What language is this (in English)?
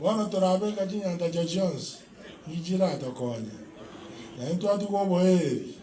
Gusii